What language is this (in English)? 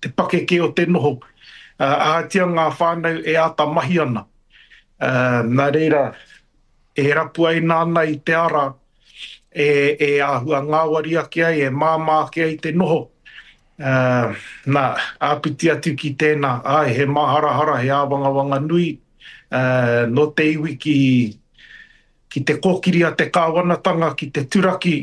Māori